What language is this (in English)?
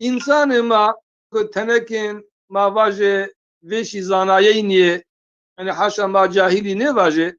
Zaza